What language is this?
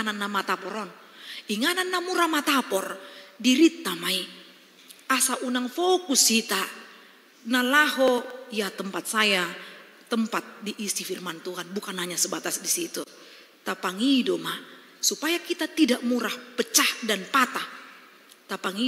Batak Toba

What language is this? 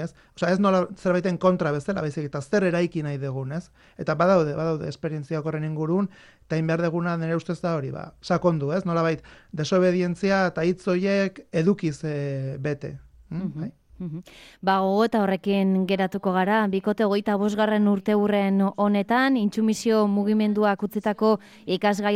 Basque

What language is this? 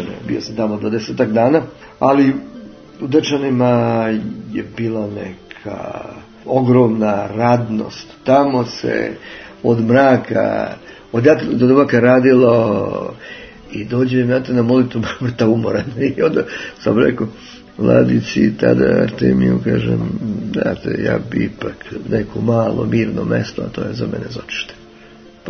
Serbian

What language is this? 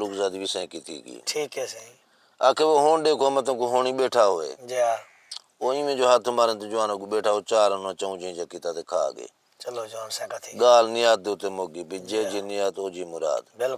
Saraiki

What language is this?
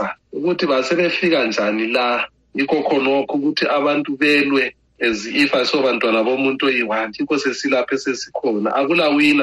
North Ndebele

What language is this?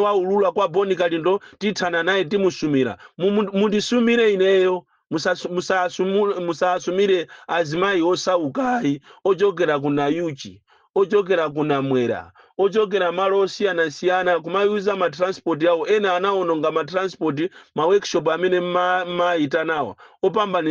Nyanja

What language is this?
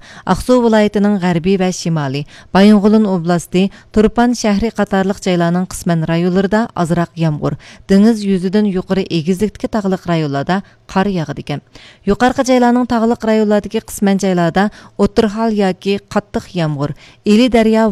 Uyghur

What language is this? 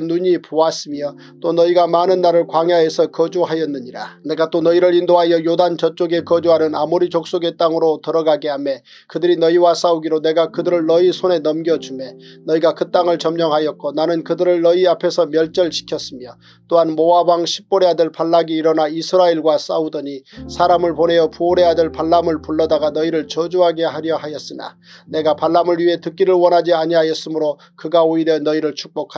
Korean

